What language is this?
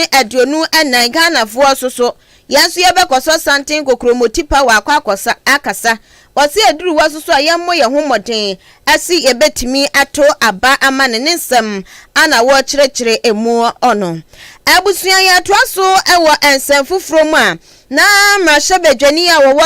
Akan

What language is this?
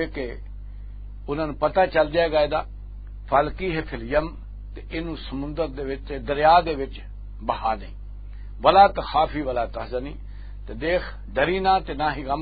Western Panjabi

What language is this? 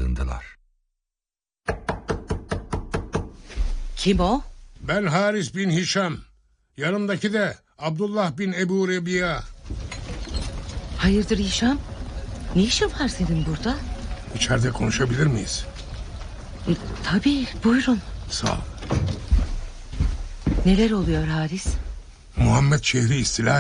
Turkish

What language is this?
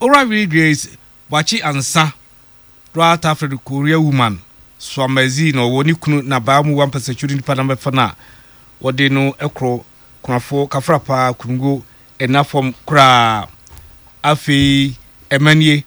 Akan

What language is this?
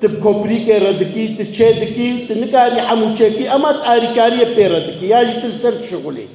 Kurdish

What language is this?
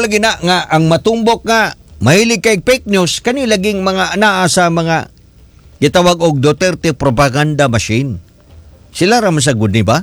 Cebuano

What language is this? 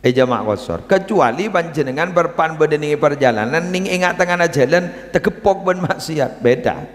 Madurese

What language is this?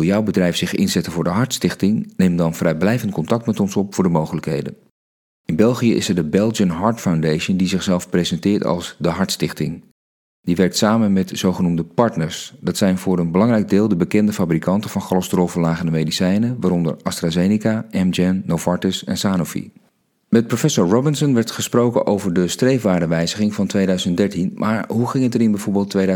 Dutch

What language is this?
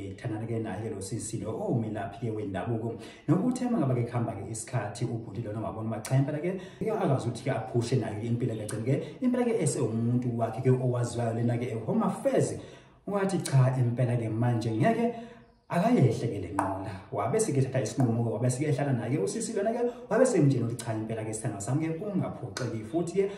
Zulu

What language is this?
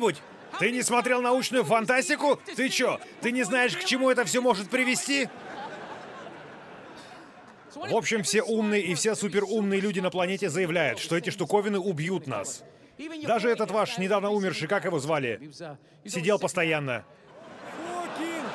Russian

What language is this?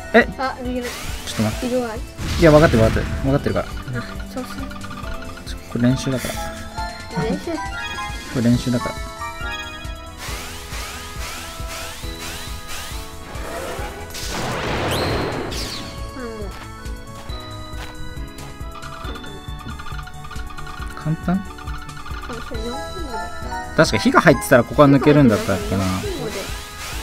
Japanese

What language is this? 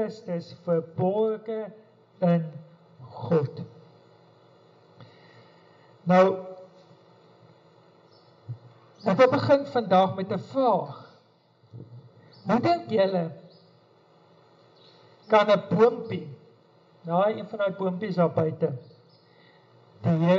Afrikaans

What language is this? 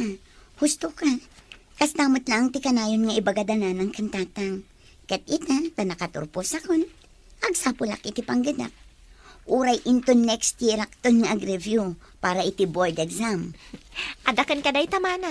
Iloko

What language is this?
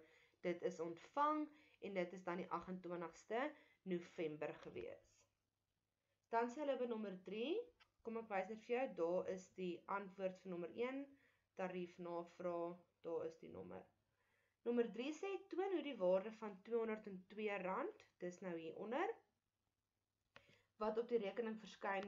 Afrikaans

